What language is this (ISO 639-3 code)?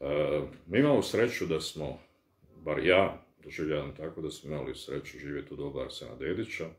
bos